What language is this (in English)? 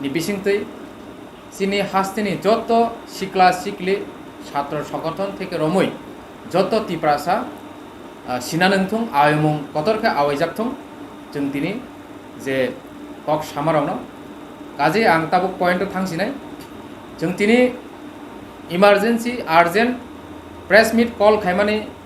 Kok Borok